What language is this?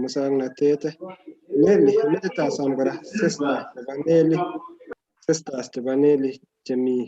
Kalenjin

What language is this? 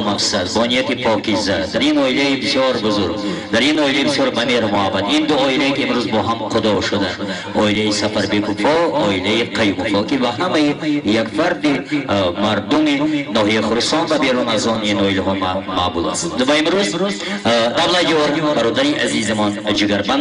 Tajik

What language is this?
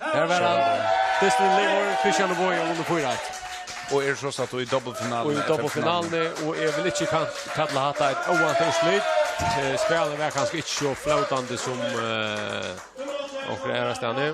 Faroese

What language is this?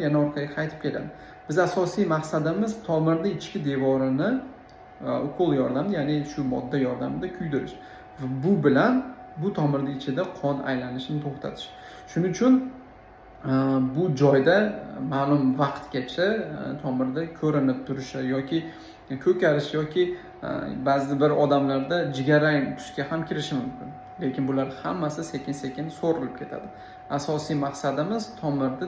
Uzbek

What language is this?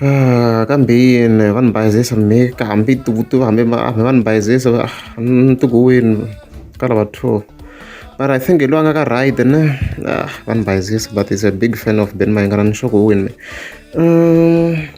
Tsonga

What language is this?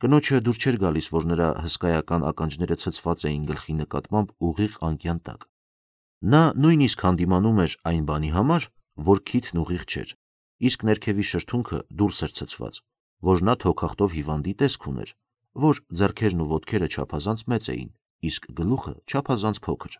Armenian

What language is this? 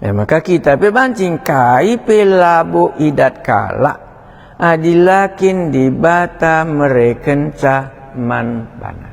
Batak Karo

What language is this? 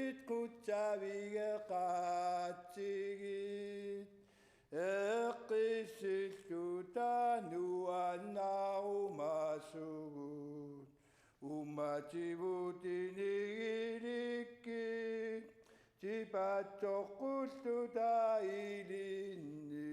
Kalaallisut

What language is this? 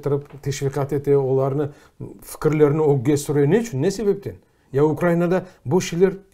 Crimean Tatar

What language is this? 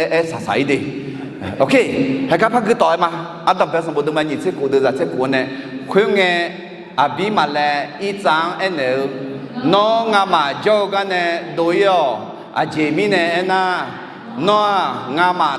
Akha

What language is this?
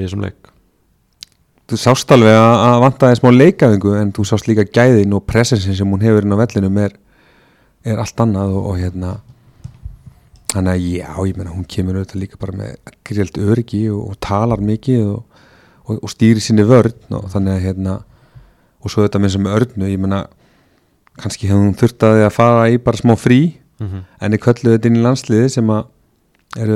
Icelandic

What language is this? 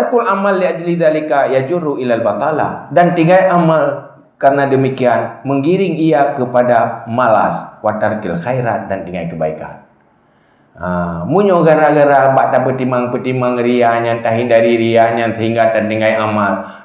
Achinese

